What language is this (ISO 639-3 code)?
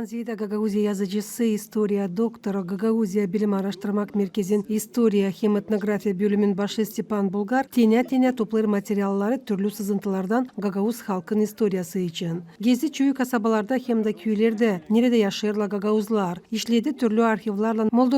gag